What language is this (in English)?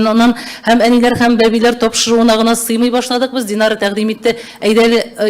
Tatar